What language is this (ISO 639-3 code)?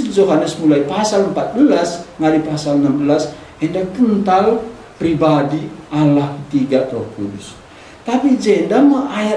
btx